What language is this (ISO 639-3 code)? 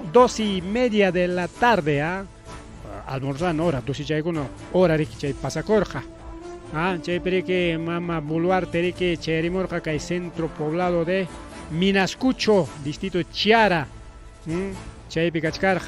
quy